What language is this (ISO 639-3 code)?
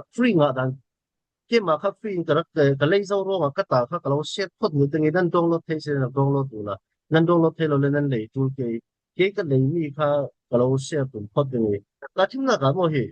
cfm